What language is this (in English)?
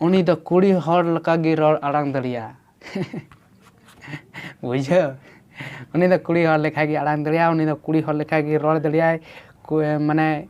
Santali